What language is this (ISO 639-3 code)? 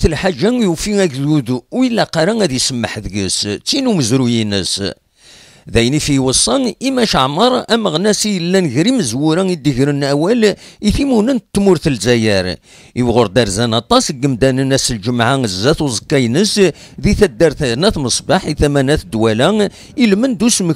kab